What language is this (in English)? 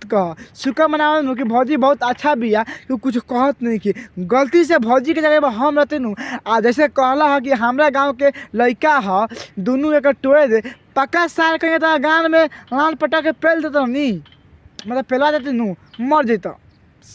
Bhojpuri